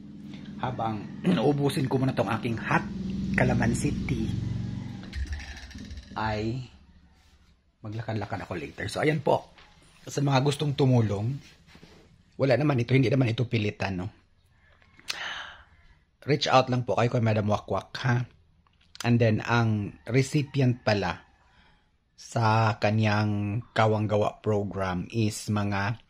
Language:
Filipino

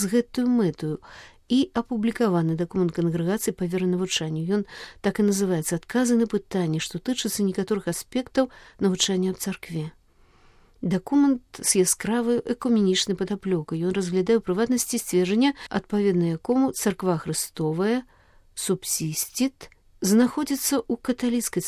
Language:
Belarusian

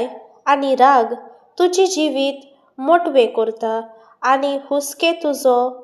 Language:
Konkani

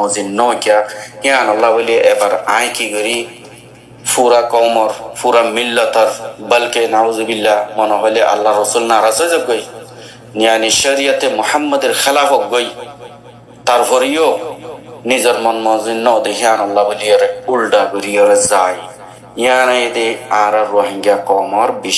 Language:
Rohingya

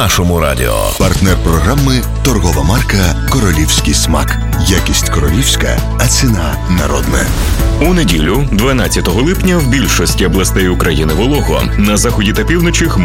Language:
Ukrainian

